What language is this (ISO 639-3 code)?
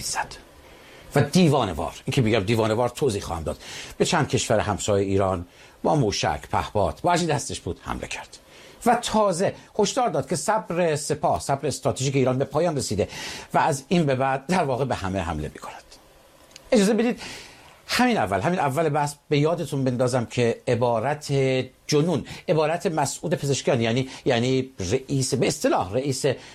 fas